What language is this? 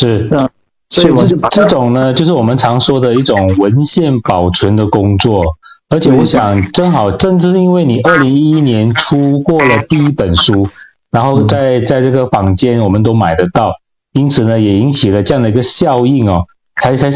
Chinese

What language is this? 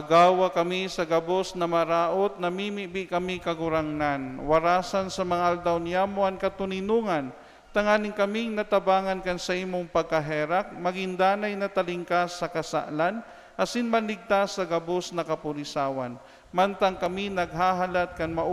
Bikol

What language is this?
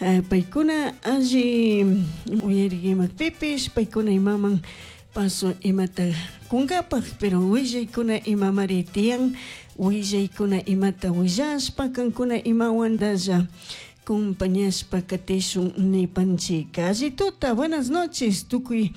Chimborazo Highland Quichua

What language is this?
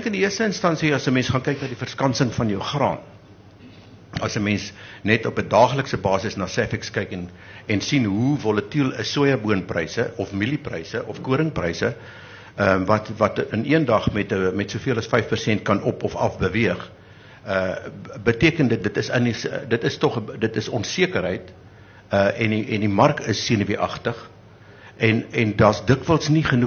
Afrikaans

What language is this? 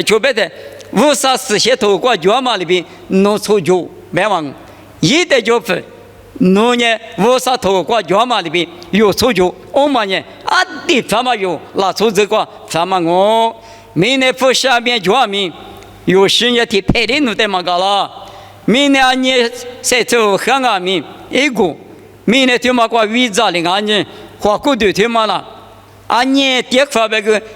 Lisu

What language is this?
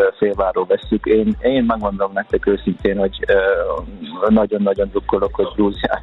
Hungarian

